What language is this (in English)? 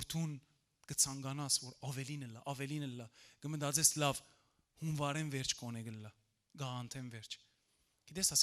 Western Armenian